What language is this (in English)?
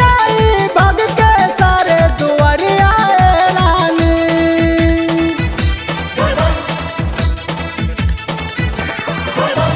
Bhojpuri